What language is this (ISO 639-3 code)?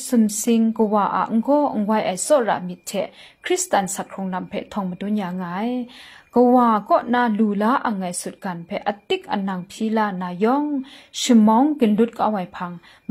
kac